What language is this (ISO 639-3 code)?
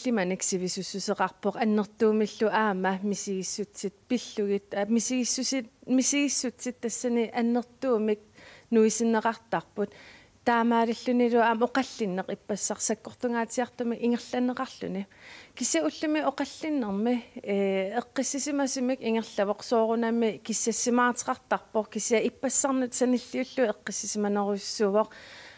kal